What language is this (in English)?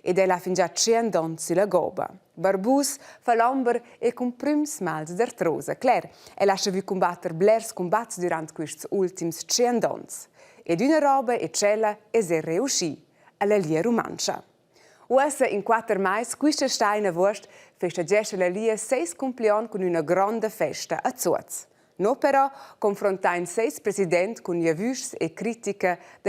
Romansh